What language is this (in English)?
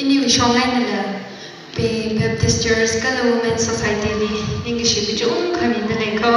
Tangkhul Naga (India)